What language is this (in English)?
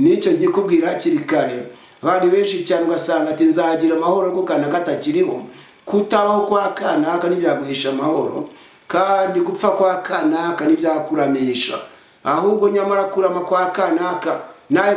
Kinyarwanda